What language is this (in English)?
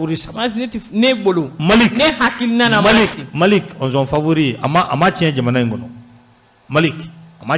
Bambara